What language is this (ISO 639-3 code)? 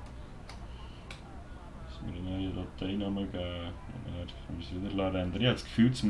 gsw